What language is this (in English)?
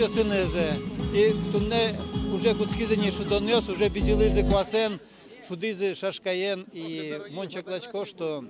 Udmurt